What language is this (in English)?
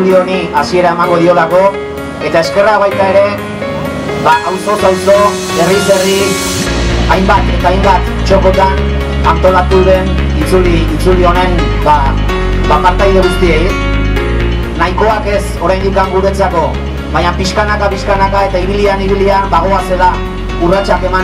Basque